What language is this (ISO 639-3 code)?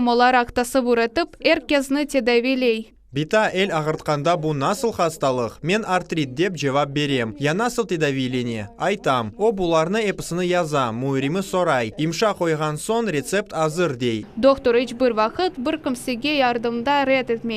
crh